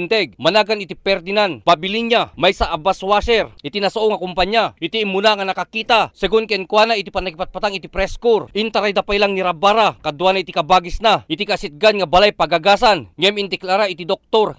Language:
Iloko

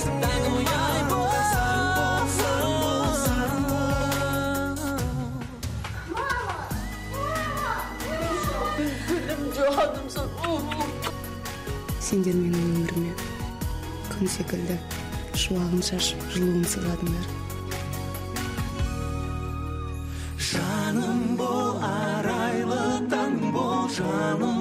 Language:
Kazakh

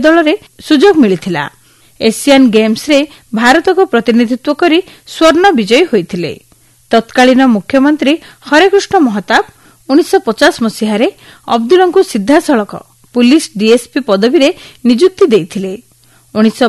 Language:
Odia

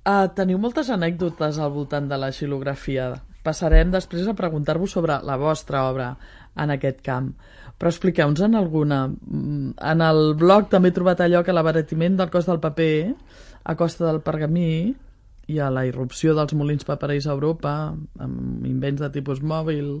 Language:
Catalan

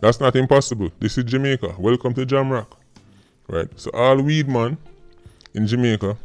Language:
Jamaican Creole English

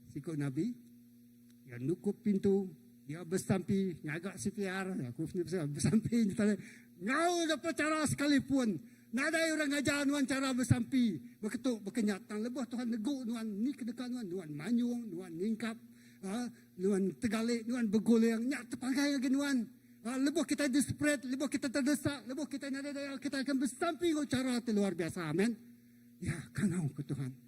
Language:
Iban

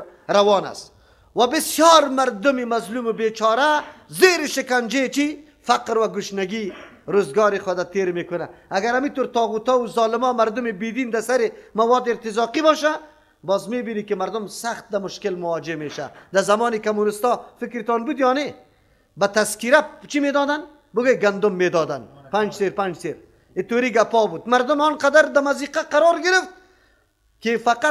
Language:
Persian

